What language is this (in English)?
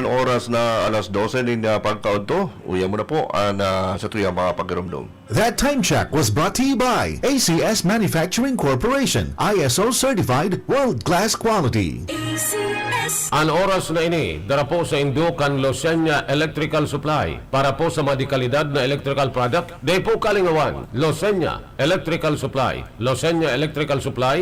Bikol